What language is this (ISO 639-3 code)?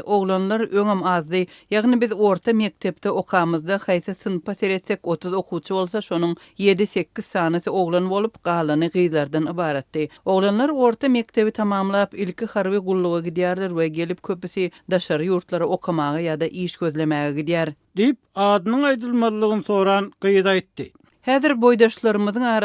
tuk